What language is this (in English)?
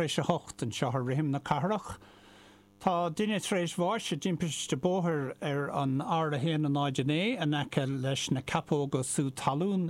Irish